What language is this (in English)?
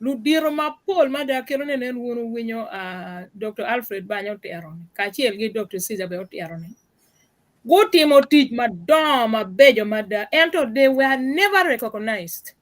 Acoli